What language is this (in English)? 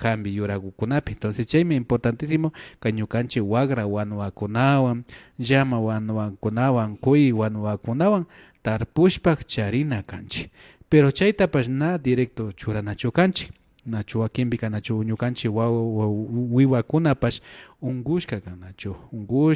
Imbabura Highland Quichua